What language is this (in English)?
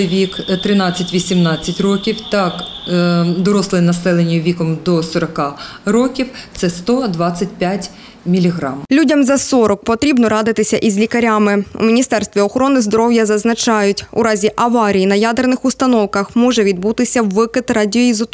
Ukrainian